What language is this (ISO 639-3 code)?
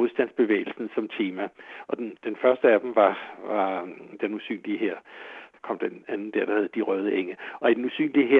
dan